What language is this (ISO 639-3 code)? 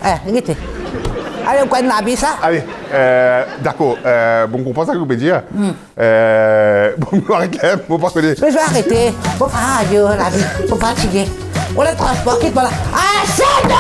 mfe